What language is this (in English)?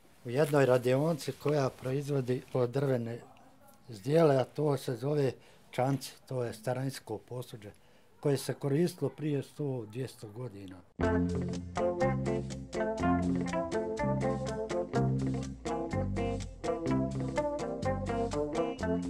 Bosnian